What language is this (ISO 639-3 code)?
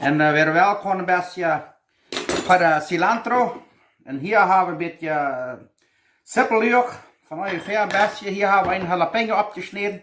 pdt